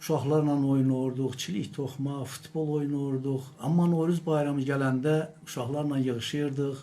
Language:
Azerbaijani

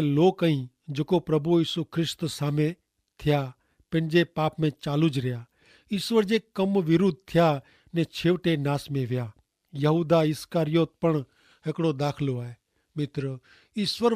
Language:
Kachhi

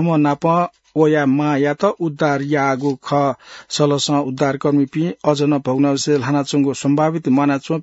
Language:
Newari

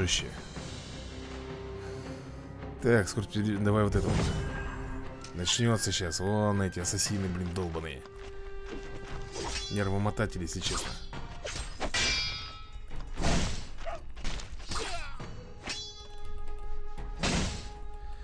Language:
Russian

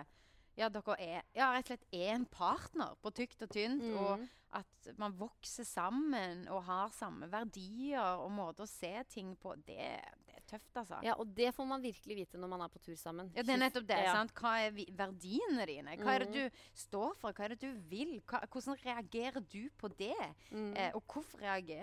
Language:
Norwegian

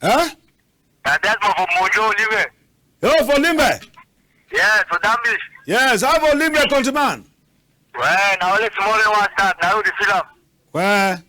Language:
Cameroon Pidgin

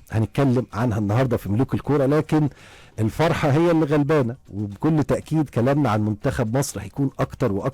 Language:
Egyptian Arabic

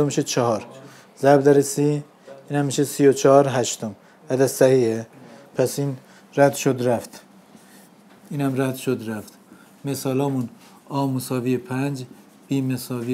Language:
Persian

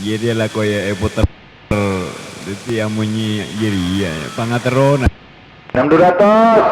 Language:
Madurese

